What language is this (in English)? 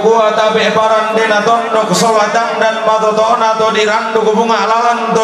Toraja-Sa'dan